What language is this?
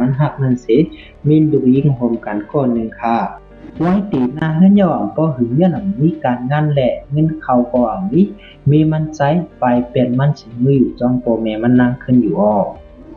Shan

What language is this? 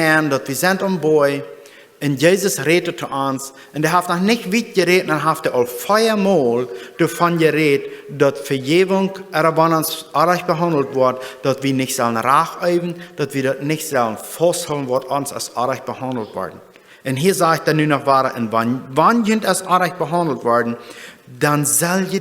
Plautdietsch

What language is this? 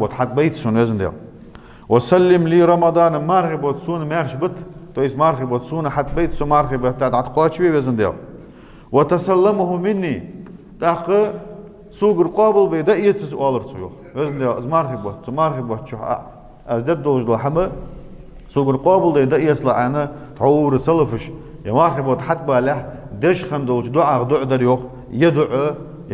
Ingush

